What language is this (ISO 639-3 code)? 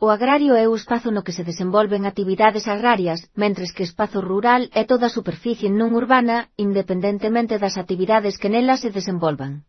glg